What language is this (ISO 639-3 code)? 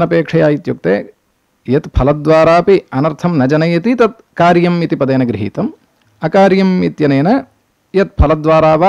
san